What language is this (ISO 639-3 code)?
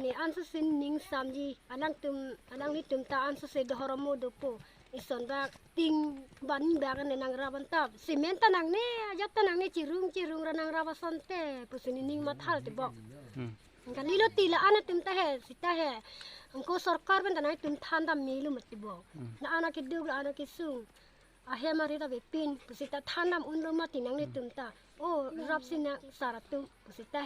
mjw